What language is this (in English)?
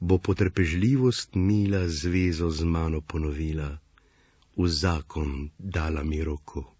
Slovenian